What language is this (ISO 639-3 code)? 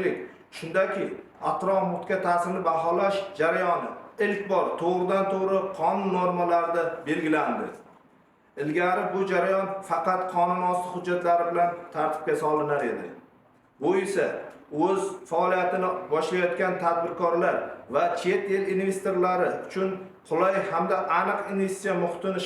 uzb